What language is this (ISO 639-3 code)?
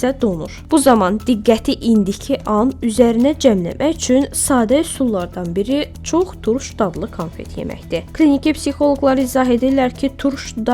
aze